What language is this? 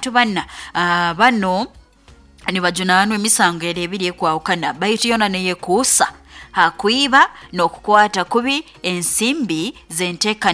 Nyoro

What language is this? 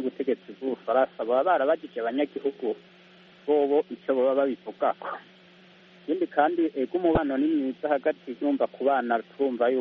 Kinyarwanda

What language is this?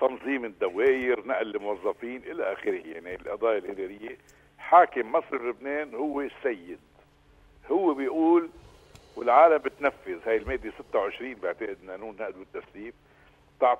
North Levantine Arabic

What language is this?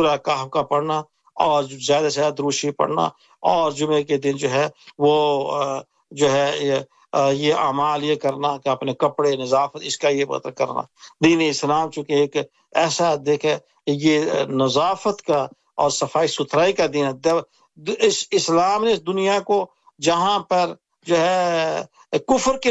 Urdu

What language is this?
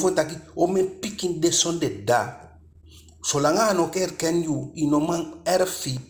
Eastern Maroon Creole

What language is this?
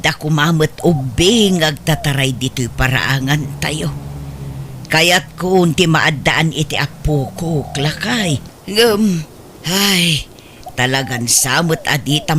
Iloko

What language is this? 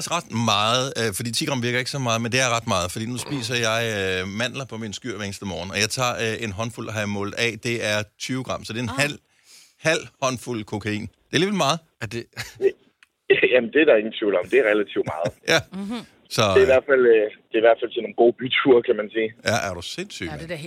Danish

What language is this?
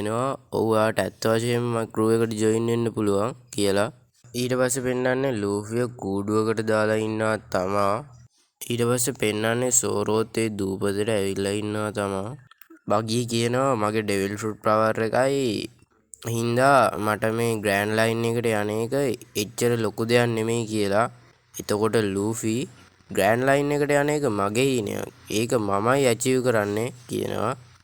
Sinhala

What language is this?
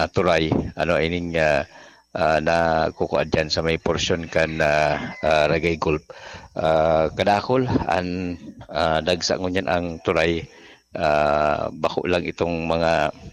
Bikol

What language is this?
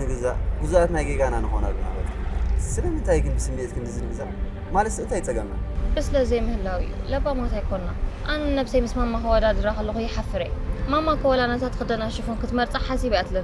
Tigrinya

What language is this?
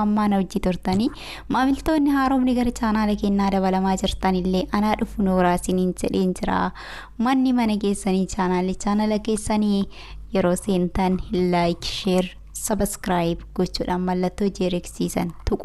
Oromo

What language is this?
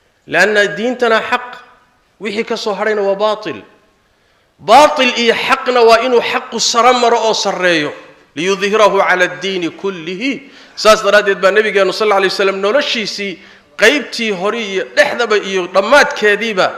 Somali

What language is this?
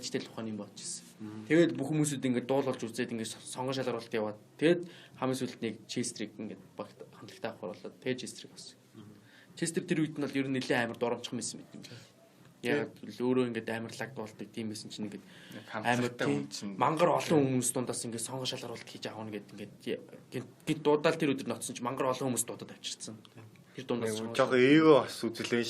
Mongolian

